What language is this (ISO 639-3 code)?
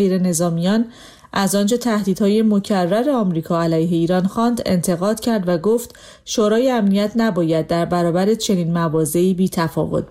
fas